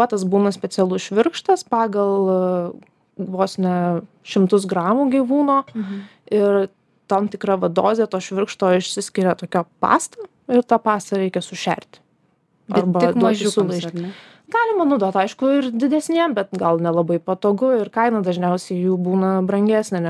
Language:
Lithuanian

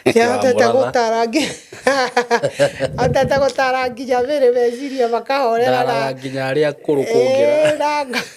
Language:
Kikuyu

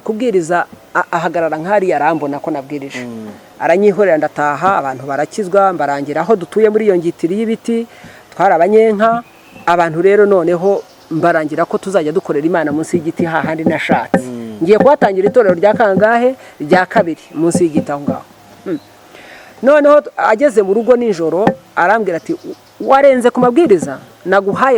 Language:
Kinyarwanda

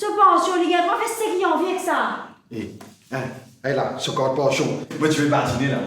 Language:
Morisyen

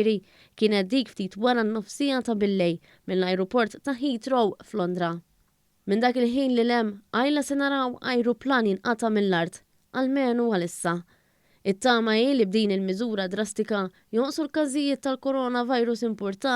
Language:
Maltese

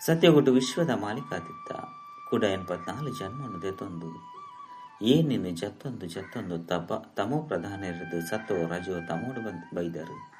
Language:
Tulu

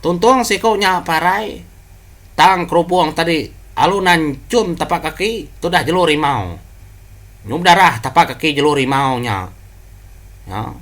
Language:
Iban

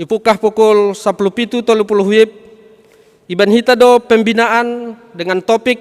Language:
Batak Simalungun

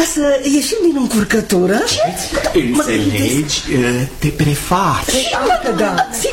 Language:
Romanian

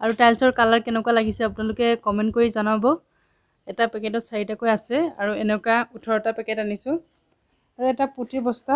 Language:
Assamese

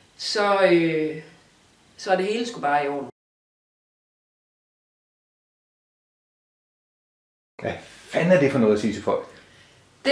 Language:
Danish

